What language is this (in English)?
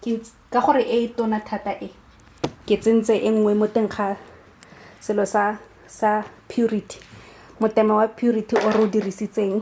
Tswana